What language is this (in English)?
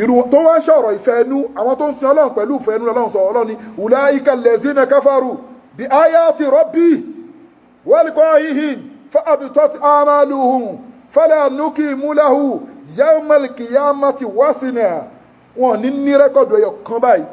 Yoruba